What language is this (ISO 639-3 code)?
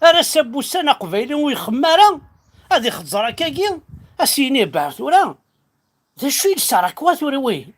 kab